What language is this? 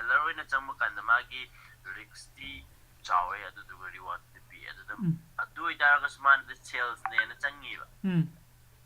Manipuri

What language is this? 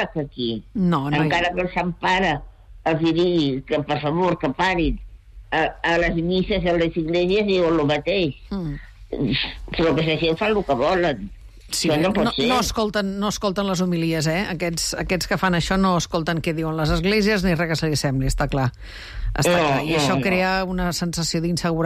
Catalan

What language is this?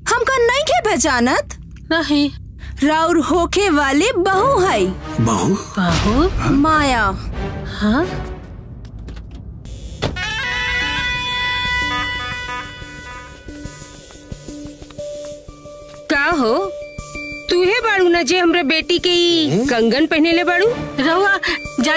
Bhojpuri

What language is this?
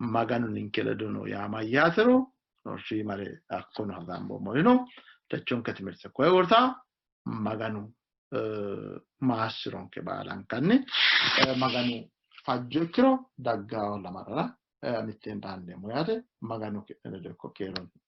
Sidamo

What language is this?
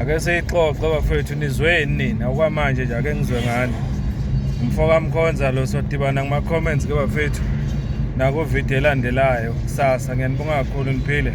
Zulu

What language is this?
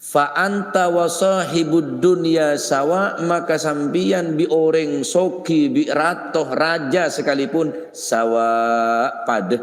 Madurese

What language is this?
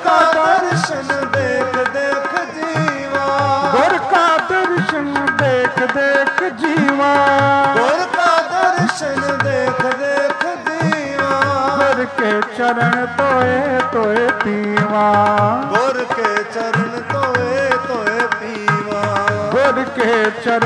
Punjabi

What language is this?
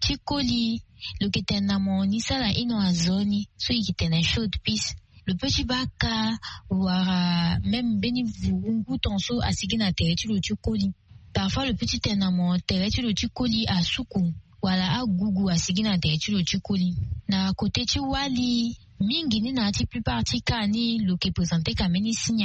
Sango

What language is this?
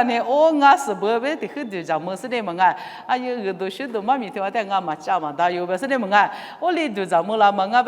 Lisu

